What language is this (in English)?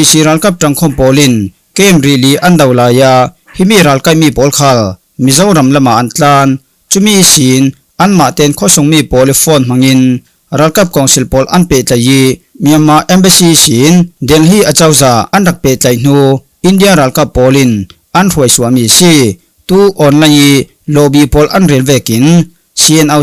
Falam Chin